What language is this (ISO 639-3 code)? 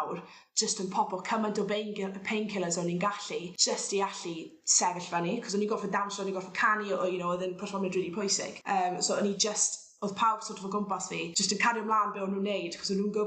cym